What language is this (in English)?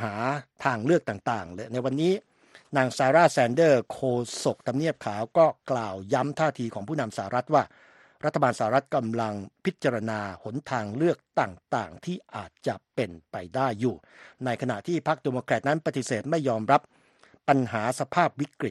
Thai